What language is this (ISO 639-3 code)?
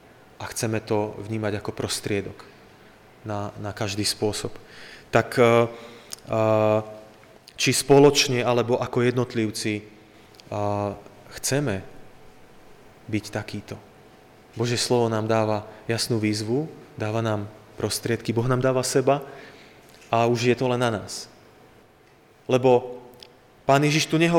slk